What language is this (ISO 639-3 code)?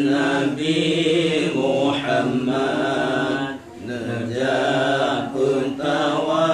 ace